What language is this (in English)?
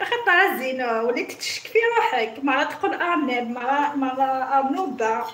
Algerian Arabic